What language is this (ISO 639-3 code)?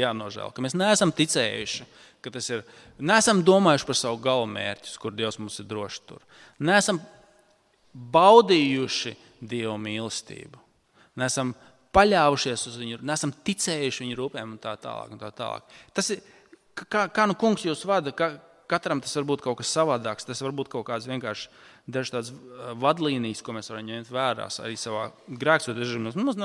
lav